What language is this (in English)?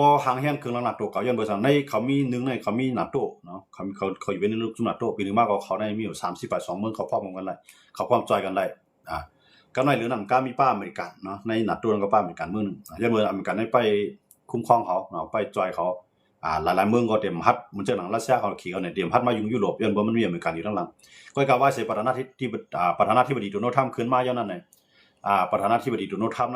Shan